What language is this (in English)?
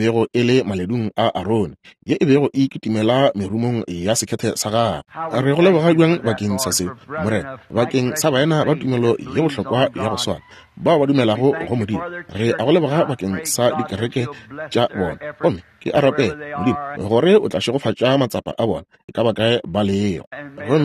Northern Sotho